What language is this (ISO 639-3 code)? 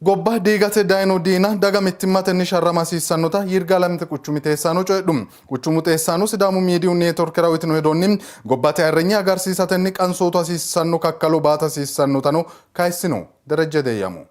sid